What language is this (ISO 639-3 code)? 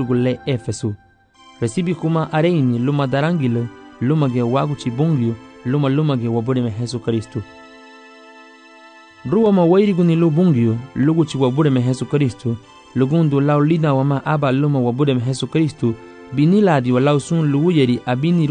cab